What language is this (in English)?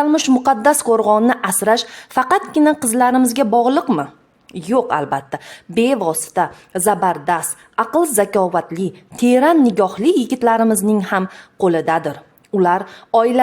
Uzbek